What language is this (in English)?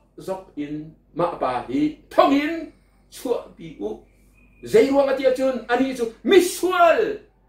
Hakha Chin